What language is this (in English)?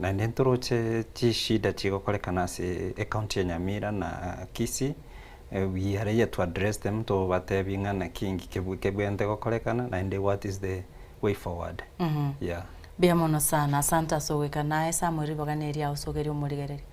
Gusii